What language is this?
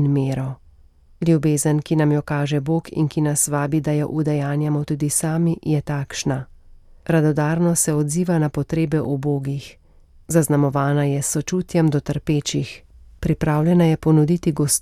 Slovenian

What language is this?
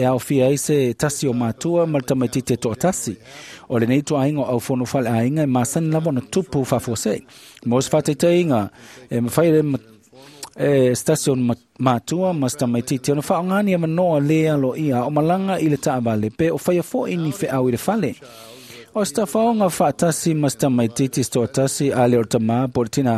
Samoan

